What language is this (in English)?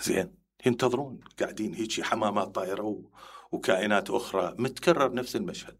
Mesopotamian Arabic